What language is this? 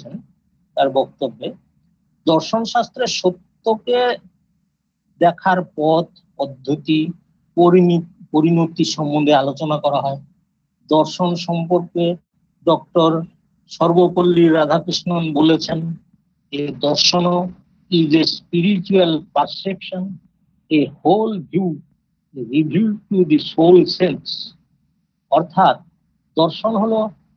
Bangla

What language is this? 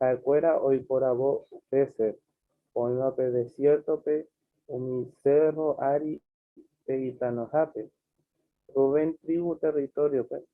Guarani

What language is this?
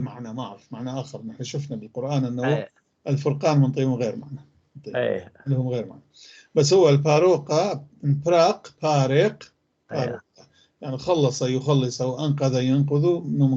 North Levantine Arabic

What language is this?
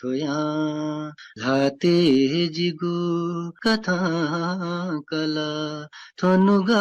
Newari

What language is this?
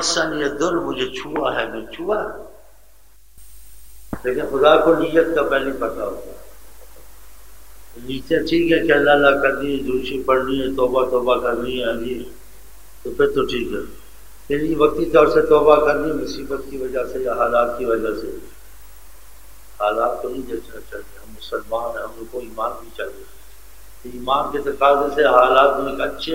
Urdu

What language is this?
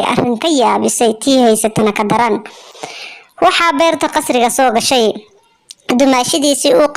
Somali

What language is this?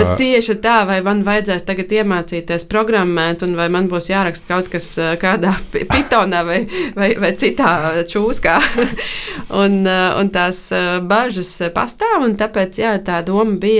Latvian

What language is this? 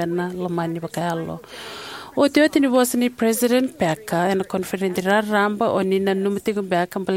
Fijian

